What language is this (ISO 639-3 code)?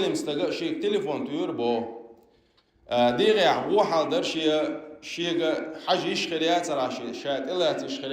che